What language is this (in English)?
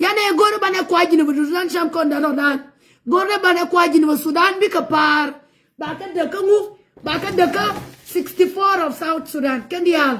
Nuer